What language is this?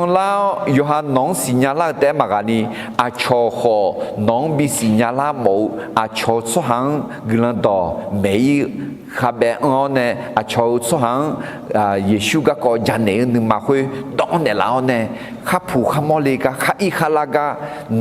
Akha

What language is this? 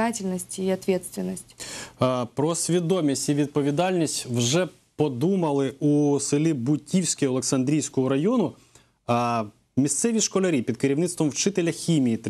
Ukrainian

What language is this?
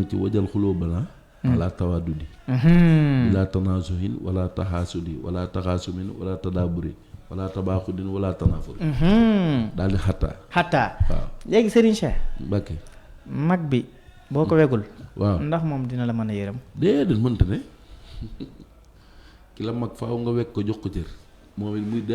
Wolof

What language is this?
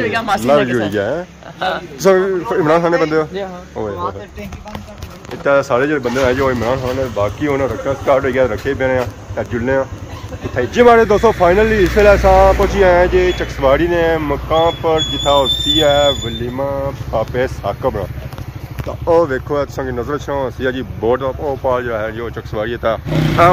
Pahari-Potwari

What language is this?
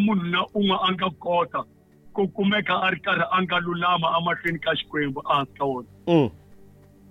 Tsonga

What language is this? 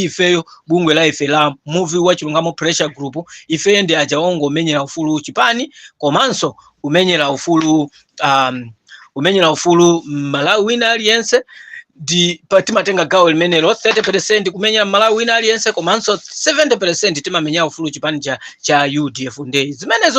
Nyanja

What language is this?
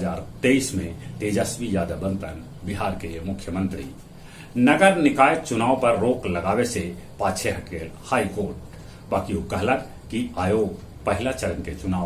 Magahi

